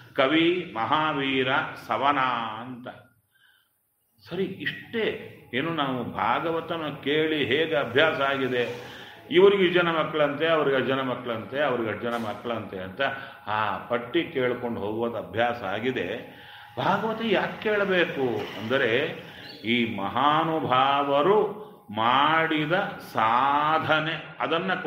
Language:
Kannada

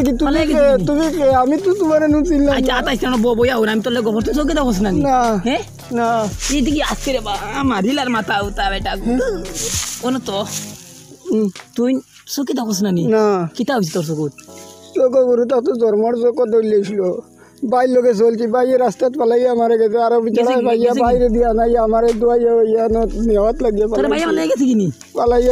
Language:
Sylheti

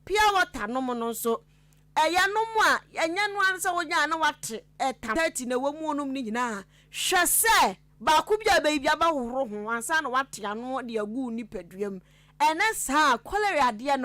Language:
Akan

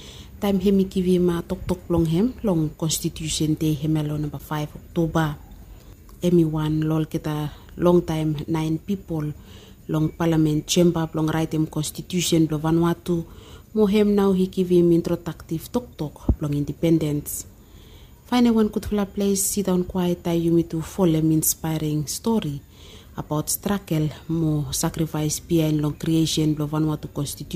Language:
Bislama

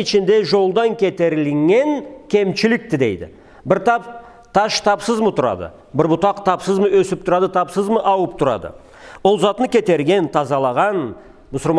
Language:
Karachay-Balkar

